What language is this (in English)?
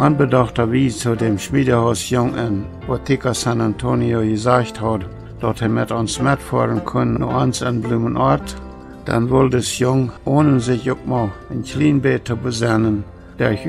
Plautdietsch